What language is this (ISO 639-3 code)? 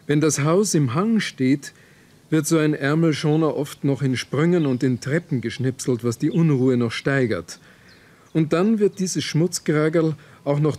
deu